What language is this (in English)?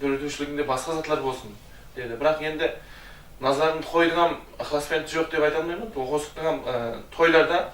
Kara-Kalpak